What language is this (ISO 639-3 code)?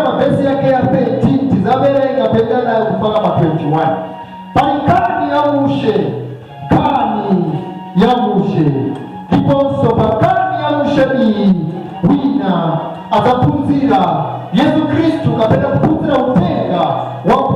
nya